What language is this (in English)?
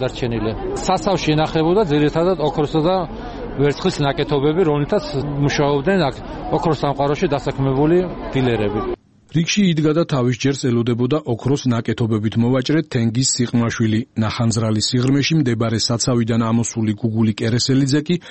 Georgian